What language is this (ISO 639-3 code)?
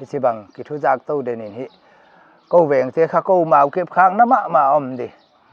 pck